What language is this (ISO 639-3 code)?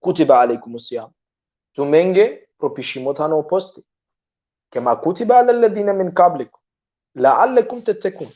rmn